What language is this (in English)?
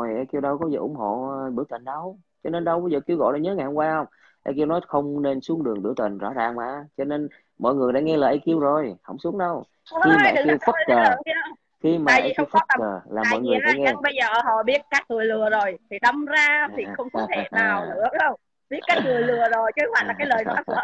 Vietnamese